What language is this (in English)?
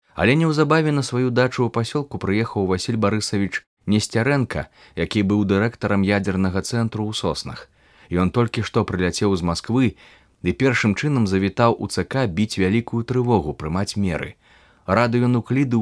Belarusian